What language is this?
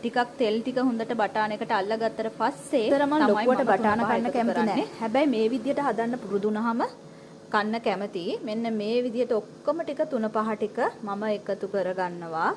Sinhala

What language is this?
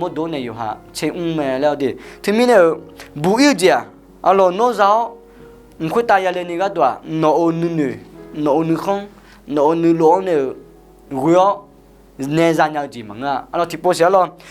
Akha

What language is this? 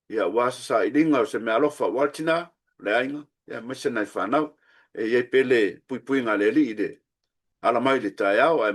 Samoan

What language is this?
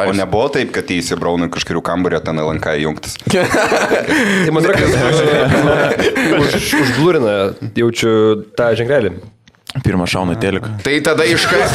Lithuanian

